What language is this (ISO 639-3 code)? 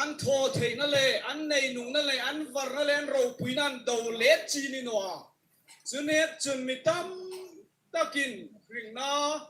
hmr